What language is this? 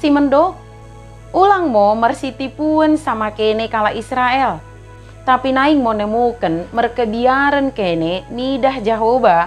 Batak Dairi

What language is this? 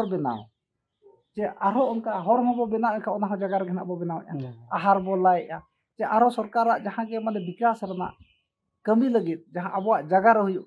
Santali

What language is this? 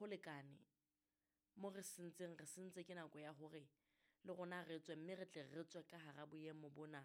Southern Sotho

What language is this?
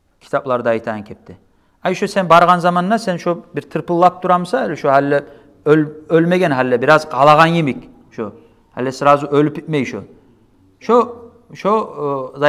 Kumyk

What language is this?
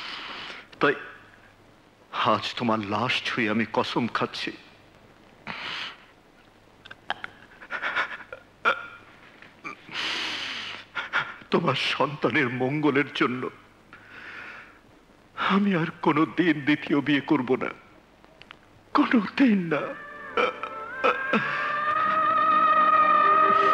Bangla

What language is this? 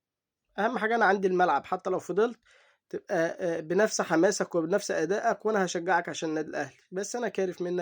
Egyptian Arabic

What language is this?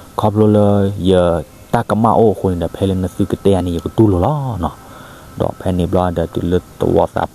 S'gaw Karen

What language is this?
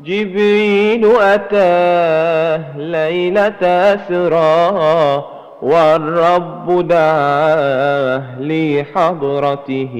Madurese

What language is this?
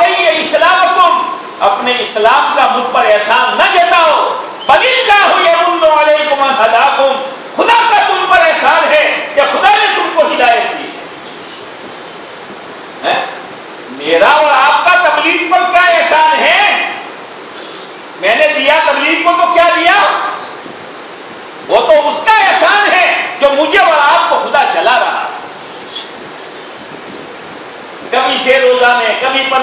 Urdu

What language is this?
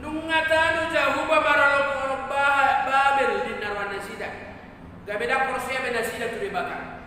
Batak Toba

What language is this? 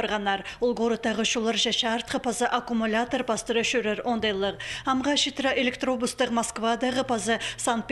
Khakas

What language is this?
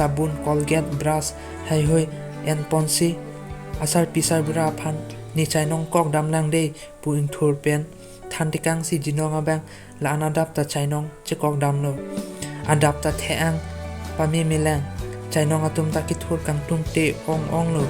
Karbi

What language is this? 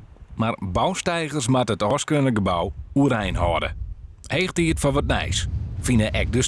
Western Frisian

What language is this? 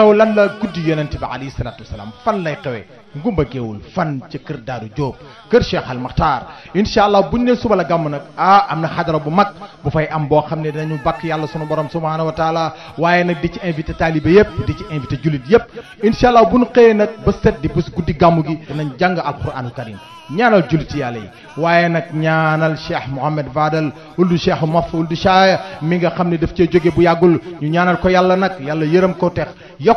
Wolof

